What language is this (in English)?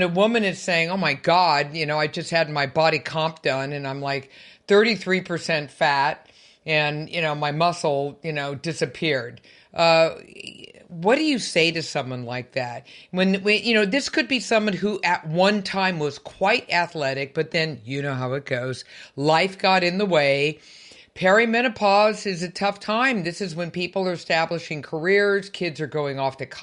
English